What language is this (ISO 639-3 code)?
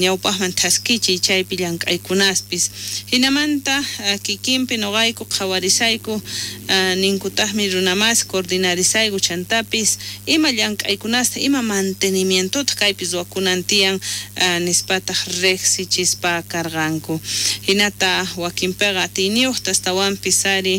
quh